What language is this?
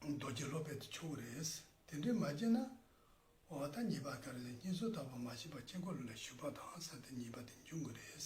Tibetan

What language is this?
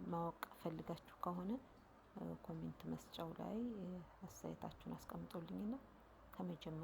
Amharic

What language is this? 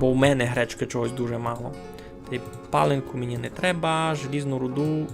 Rusyn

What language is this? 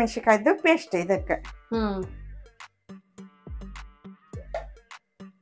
Kannada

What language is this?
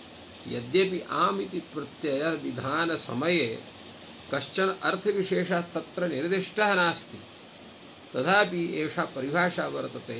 Sanskrit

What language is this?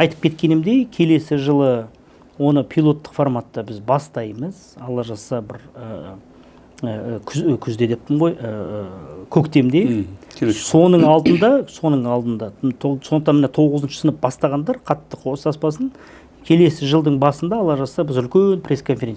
Kazakh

